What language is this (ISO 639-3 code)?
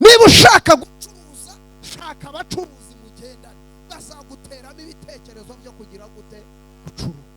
kin